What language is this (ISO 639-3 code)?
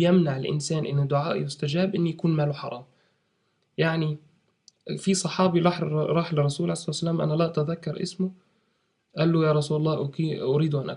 arz